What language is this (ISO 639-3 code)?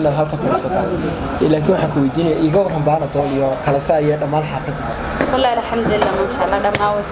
som